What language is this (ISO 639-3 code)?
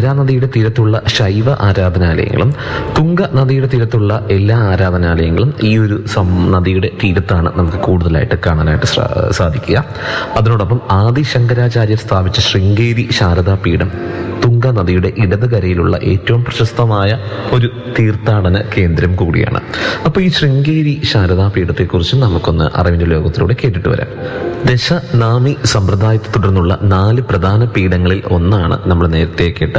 mal